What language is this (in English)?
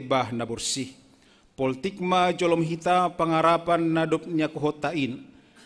Batak Simalungun